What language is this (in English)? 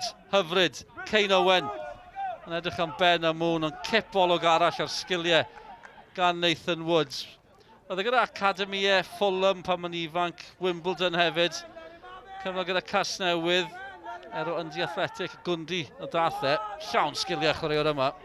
Welsh